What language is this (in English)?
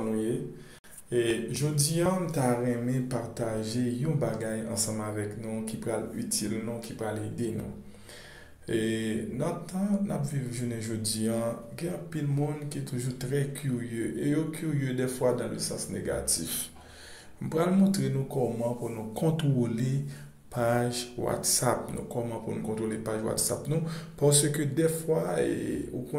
Haitian Creole